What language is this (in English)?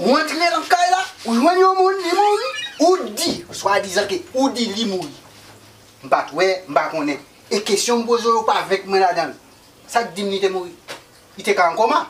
Haitian Creole